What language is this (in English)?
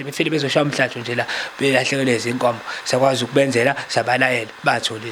Zulu